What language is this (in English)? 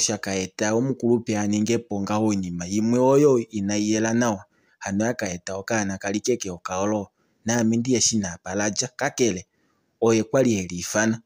Kuanyama